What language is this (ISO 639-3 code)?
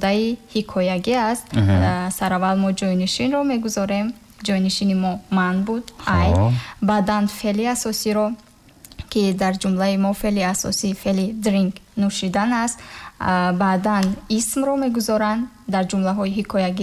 tgk